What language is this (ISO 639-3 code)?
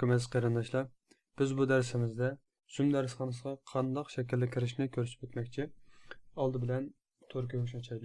uig